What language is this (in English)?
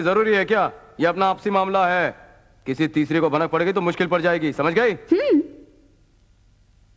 Hindi